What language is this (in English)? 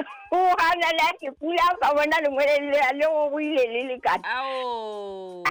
Southern Sotho